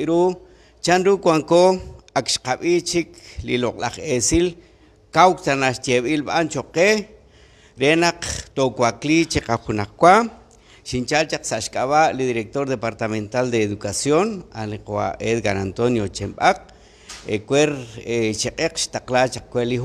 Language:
Kekchí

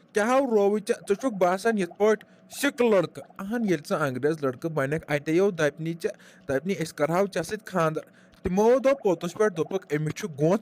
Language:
Kashmiri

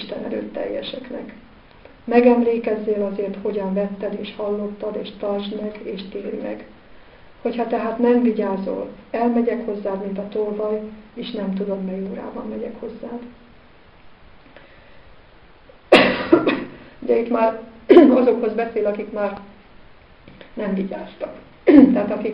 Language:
Hungarian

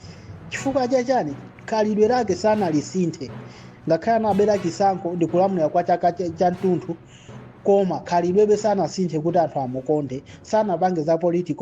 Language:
Nyanja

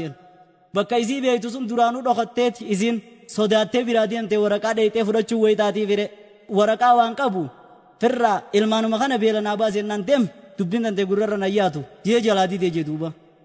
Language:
Oromo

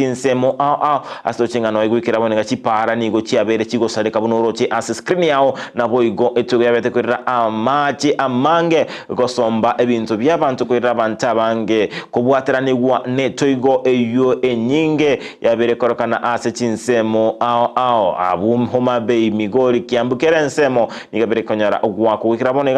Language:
Gusii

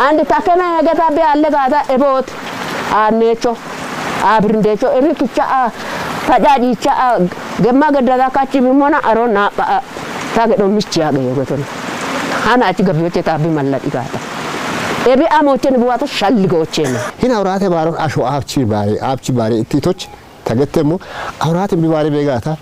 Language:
Kafa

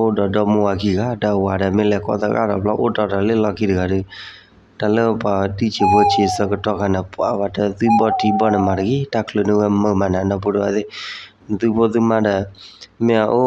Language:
S'gaw Karen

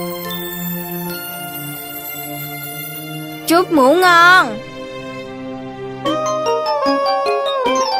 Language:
Vietnamese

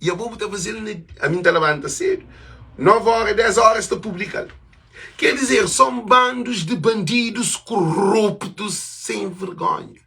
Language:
Kabuverdianu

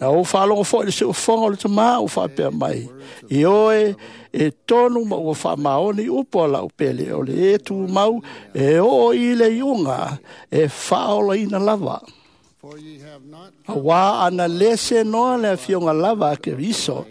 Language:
Samoan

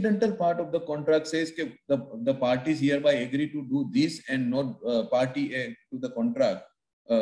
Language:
English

